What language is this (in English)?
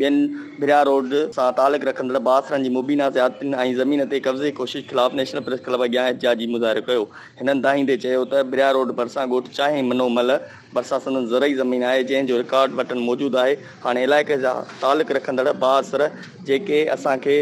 Sindhi